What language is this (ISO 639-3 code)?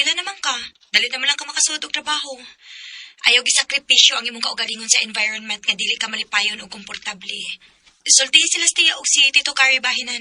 ceb